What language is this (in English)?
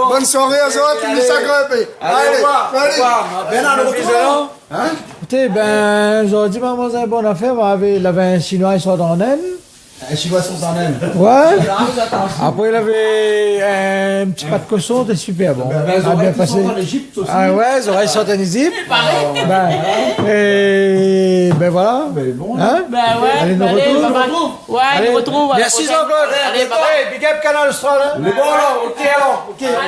Réunion Creole French